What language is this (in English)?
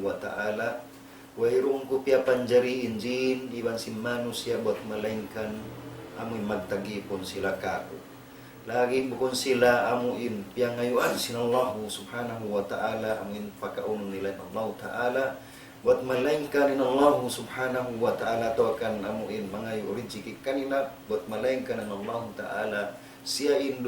Tausug